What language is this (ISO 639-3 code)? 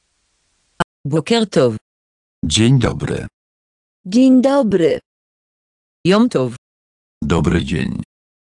pol